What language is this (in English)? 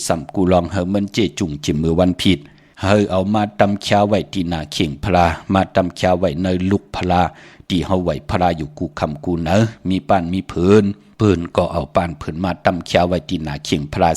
Shan